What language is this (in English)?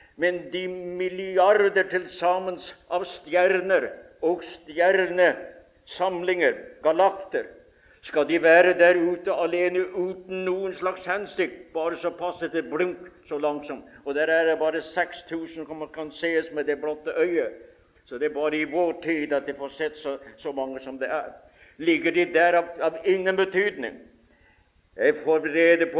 Norwegian